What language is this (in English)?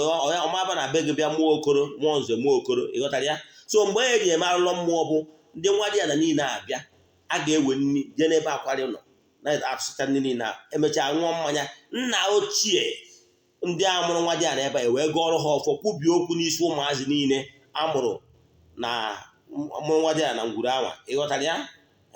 Igbo